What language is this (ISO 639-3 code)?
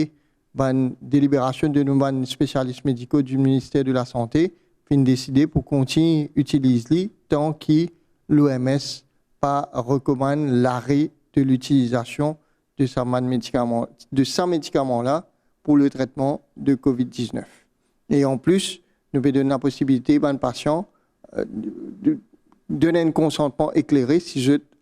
mfe